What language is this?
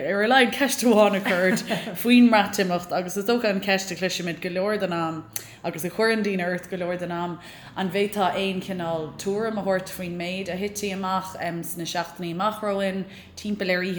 Irish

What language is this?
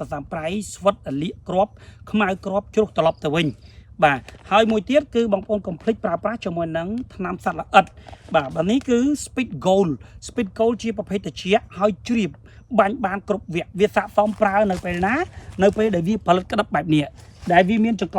Khmer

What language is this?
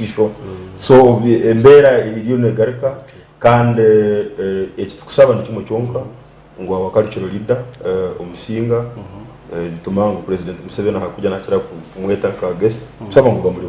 Nyankole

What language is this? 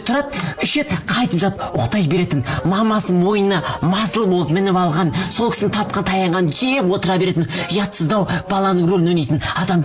Kazakh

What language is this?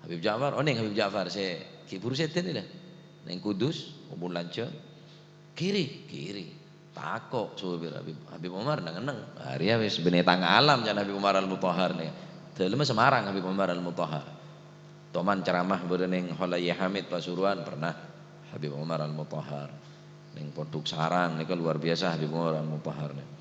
Madurese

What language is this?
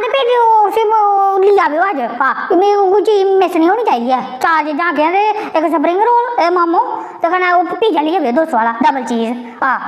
Dogri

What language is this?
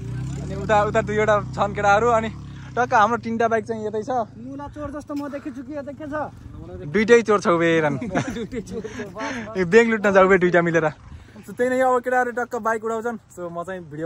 Nepali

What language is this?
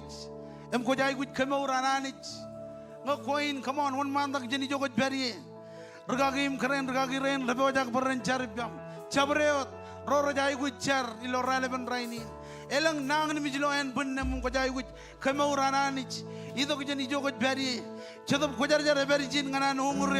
Marshallese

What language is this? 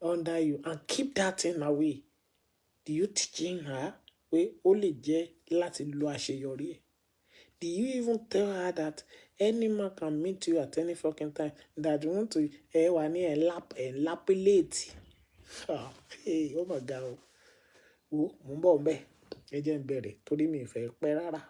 Yoruba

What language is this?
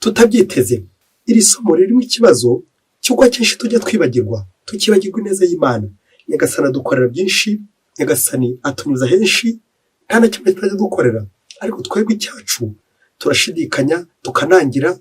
Kinyarwanda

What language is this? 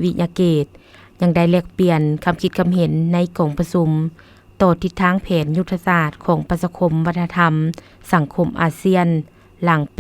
Lao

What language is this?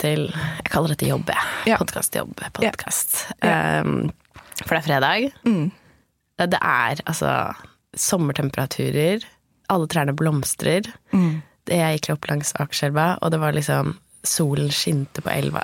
Norwegian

